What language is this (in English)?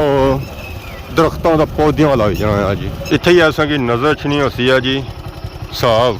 Pahari-Potwari